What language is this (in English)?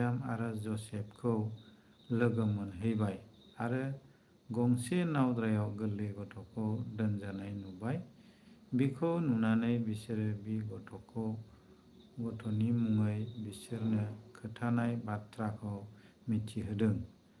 Bodo